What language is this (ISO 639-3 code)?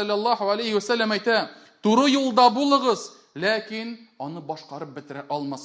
tat